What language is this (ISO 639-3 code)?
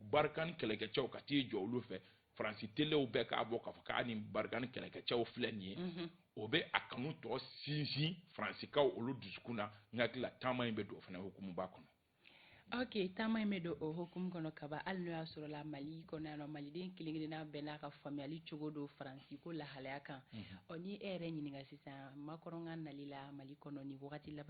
bam